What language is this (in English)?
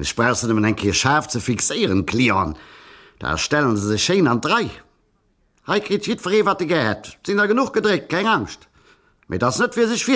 Luxembourgish